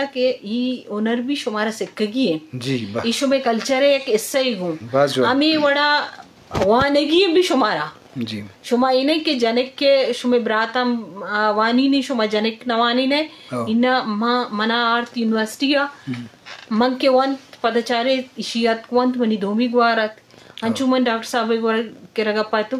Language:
Eastern Balochi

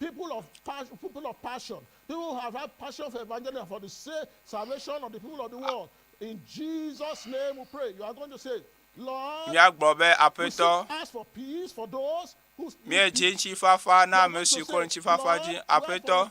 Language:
Ewe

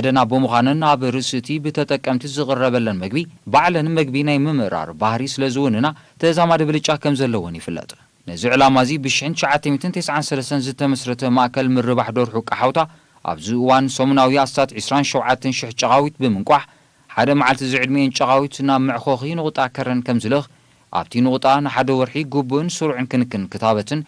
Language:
Tigrinya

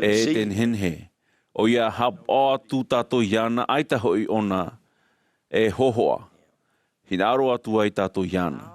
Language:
Tahitian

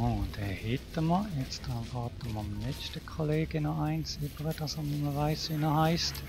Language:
Swiss German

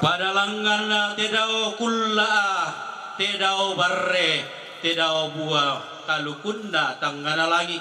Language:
Toraja-Sa'dan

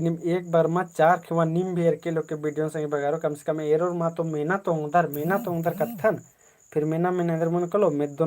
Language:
Kurukh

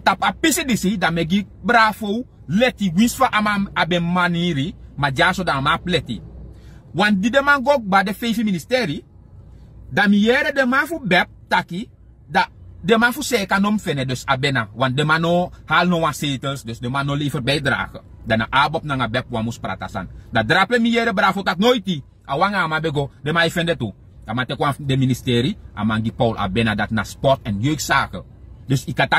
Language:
Sranan Tongo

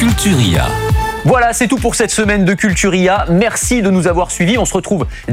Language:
French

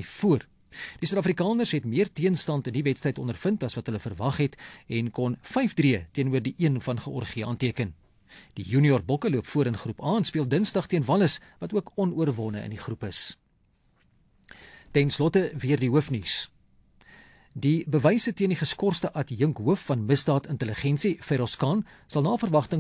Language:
Afrikaans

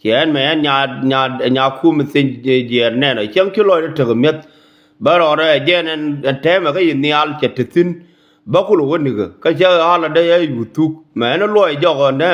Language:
Nuer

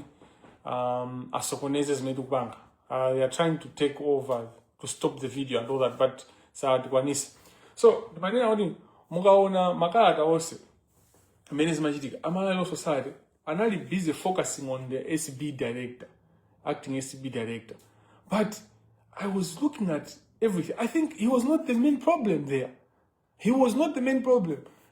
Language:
Nyanja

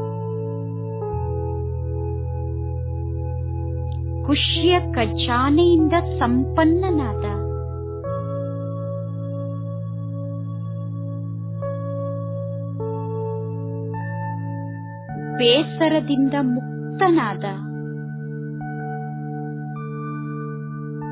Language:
Kannada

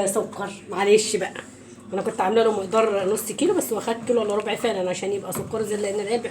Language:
Egyptian Arabic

